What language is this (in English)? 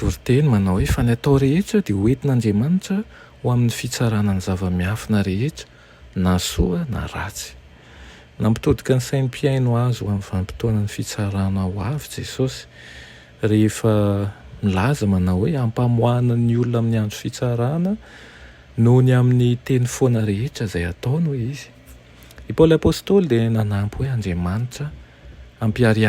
Malagasy